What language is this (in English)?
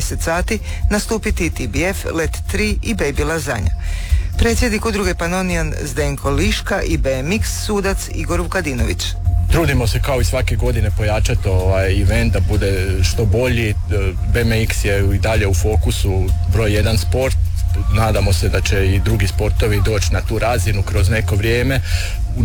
Croatian